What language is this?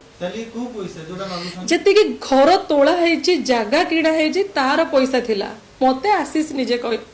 Odia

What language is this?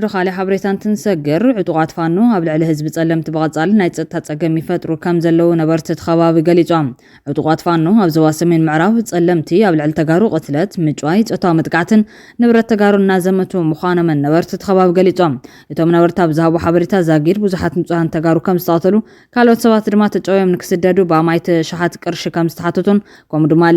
Tigrinya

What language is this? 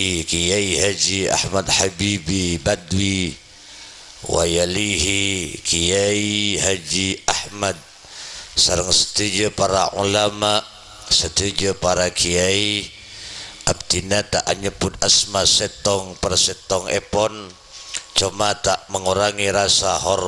Madurese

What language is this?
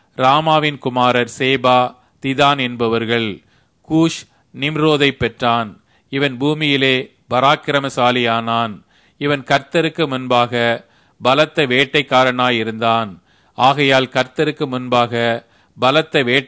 Tamil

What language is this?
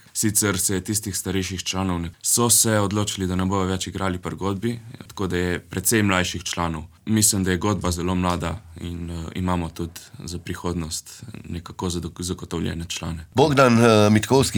Slovenian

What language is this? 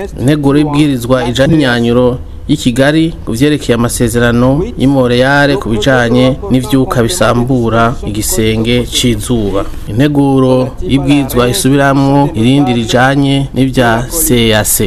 Rundi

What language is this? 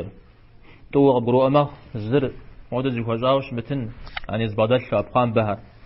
Kabardian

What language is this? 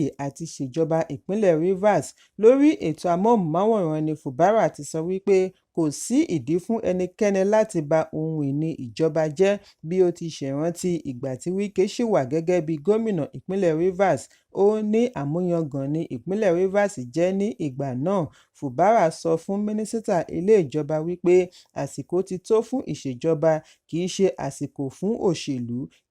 Yoruba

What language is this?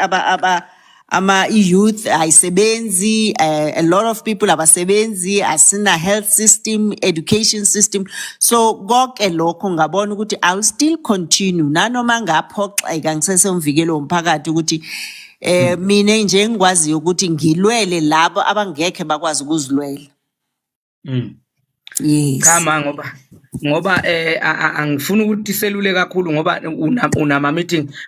Zulu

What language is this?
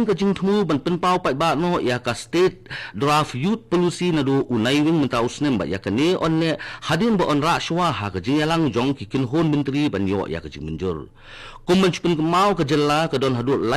Khasi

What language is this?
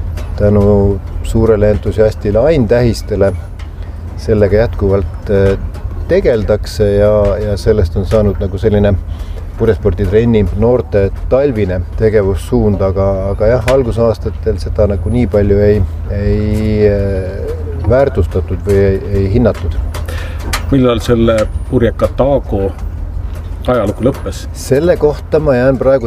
Estonian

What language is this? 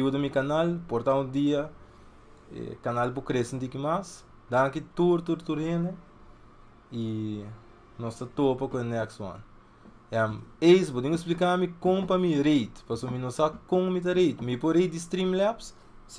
Papiamento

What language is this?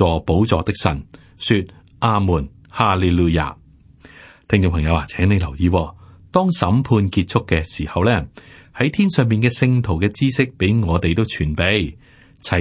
Cantonese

